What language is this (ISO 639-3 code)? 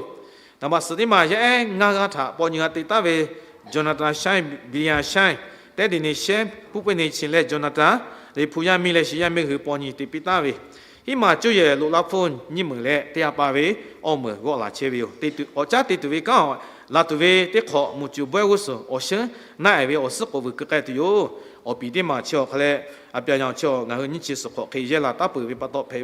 lhu